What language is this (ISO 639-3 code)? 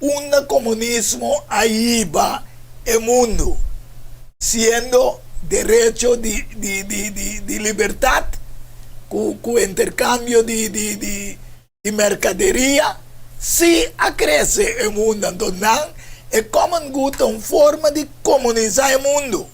pap